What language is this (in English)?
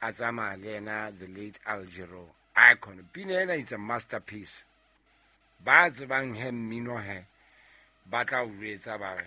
Southern Sotho